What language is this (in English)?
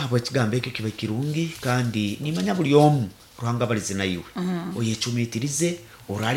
Nyoro